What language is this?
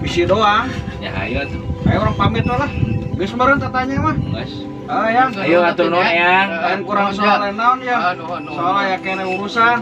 Sundanese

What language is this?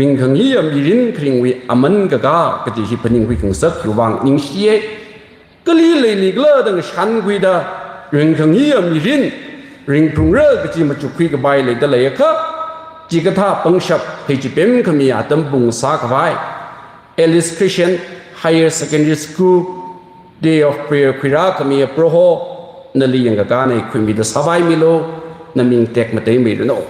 Tangkhul Naga (India)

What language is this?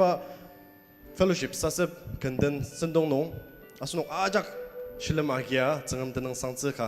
Ao Naga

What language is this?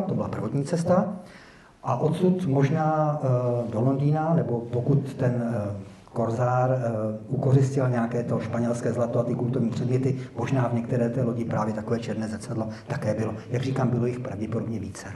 Czech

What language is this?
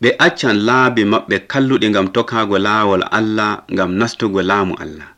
Nigerian Fulfulde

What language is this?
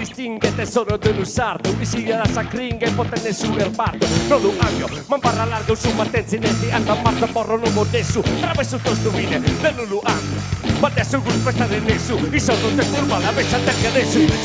Sardinian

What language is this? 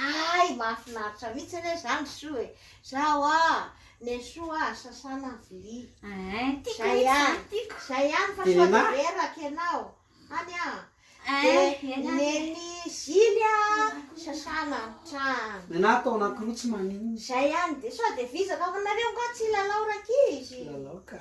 Malagasy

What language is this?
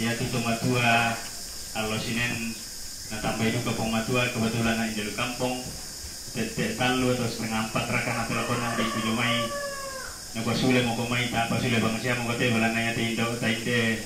Toraja-Sa'dan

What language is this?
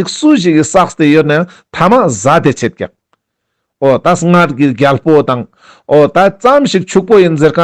Ladakhi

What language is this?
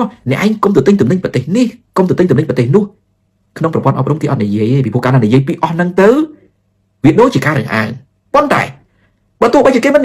Khmer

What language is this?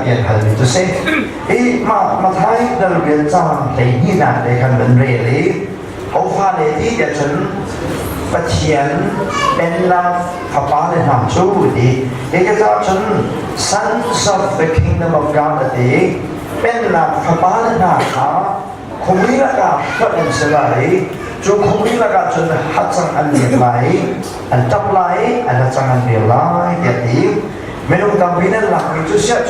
Hakha Chin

